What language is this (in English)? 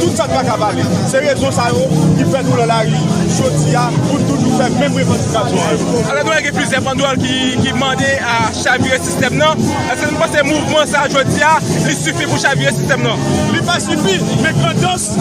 Haitian Creole